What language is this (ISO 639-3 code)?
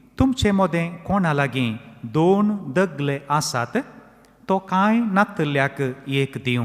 kok